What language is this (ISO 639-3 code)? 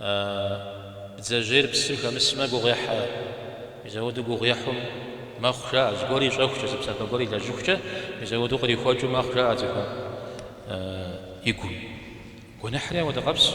kbd